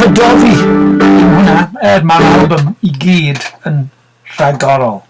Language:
Welsh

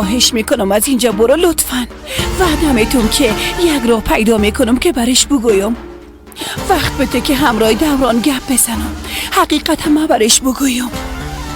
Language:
Persian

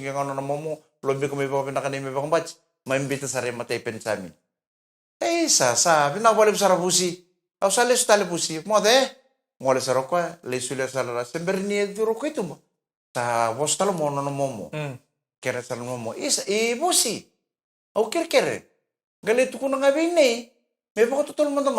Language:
Fijian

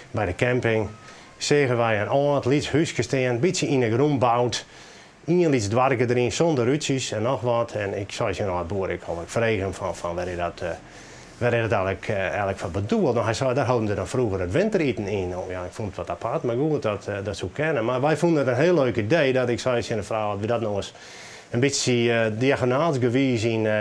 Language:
Western Frisian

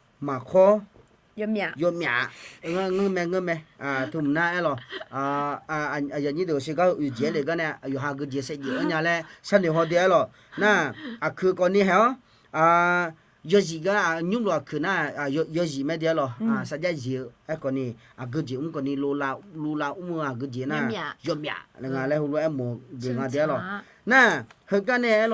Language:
Akha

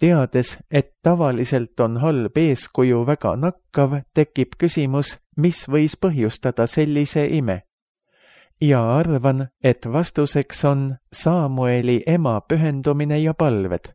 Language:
Estonian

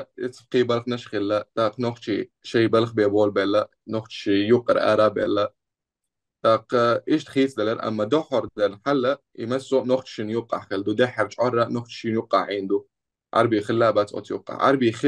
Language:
Chechen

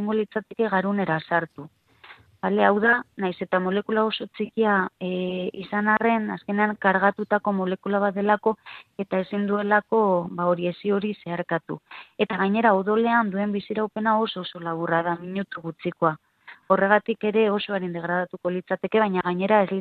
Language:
Basque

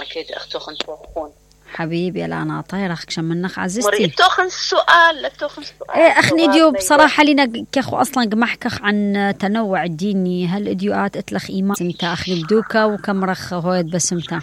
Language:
Mesopotamian Arabic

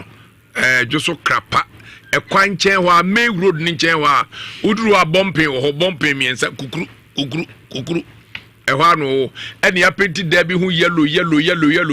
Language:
Akan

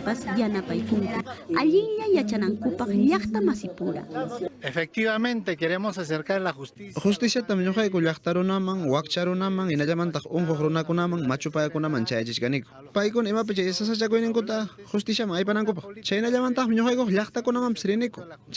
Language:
Ayacucho Quechua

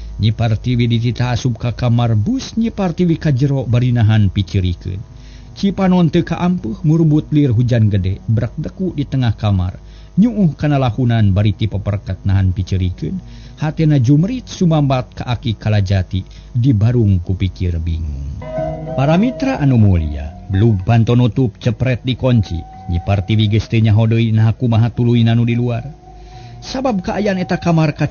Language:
Sundanese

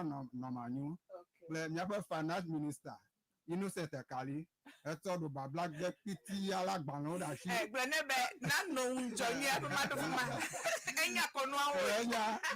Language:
Ewe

